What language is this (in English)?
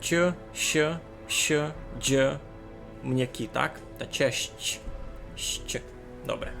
Rusyn